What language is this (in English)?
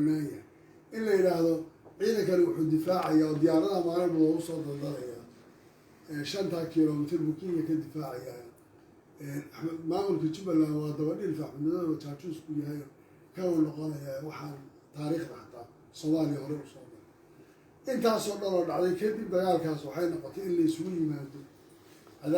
Somali